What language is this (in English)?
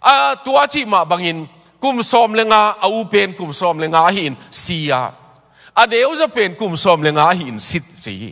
Tedim Chin